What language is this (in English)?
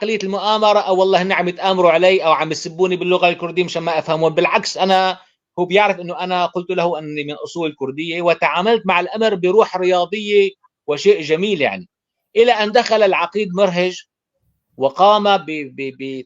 North Levantine Arabic